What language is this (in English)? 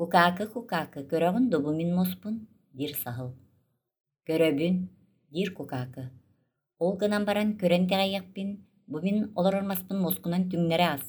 Yakut